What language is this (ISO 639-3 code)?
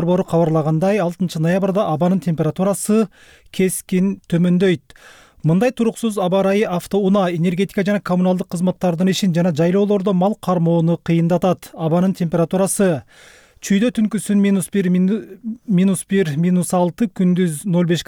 kir